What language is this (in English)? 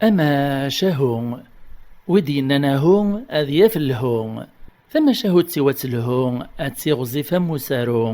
Kabyle